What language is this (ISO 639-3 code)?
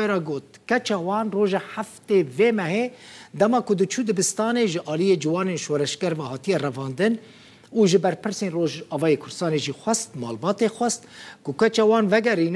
kur